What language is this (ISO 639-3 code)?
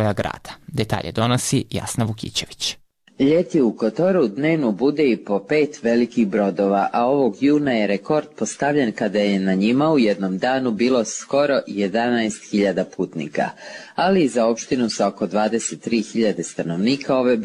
srp